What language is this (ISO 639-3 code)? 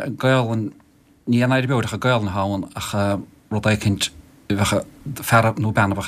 gle